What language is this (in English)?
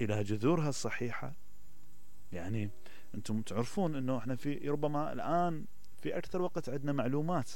Mesopotamian Arabic